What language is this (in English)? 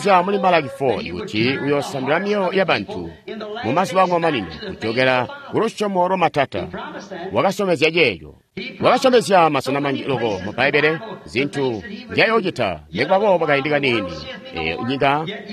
Tonga (Zambia)